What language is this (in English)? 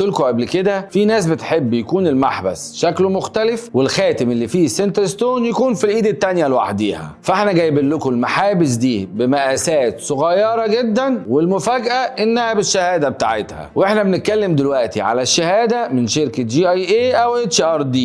Egyptian Arabic